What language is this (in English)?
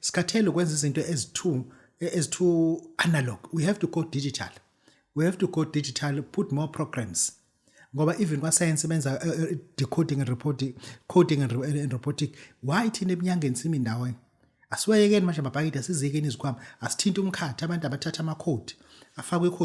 Zulu